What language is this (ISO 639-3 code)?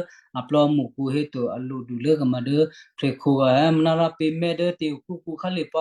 kyu